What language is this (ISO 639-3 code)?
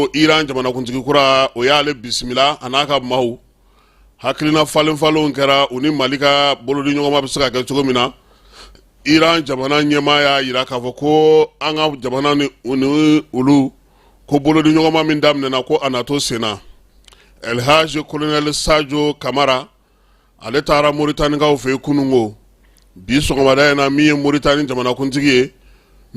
bam